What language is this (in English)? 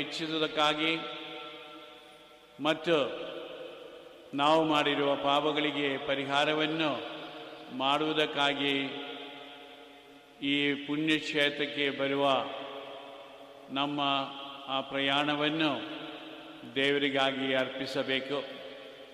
Kannada